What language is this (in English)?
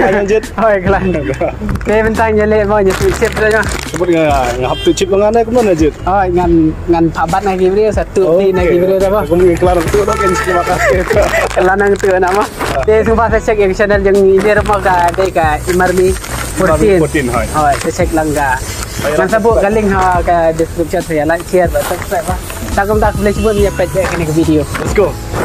Khasi